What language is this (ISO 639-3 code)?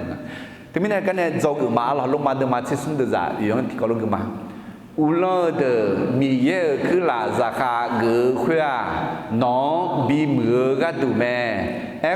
ahk